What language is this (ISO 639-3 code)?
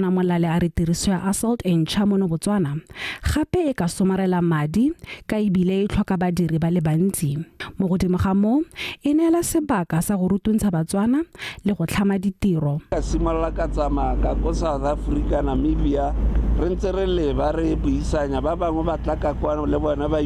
tsn